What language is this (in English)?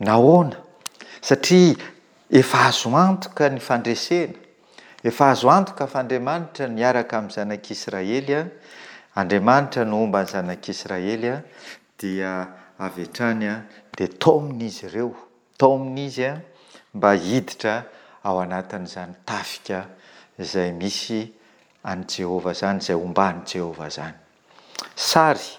Malagasy